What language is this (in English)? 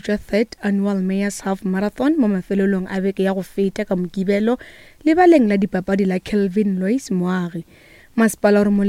Northern Sotho